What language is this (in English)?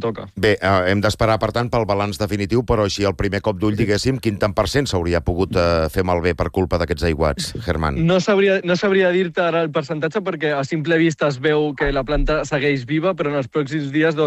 Catalan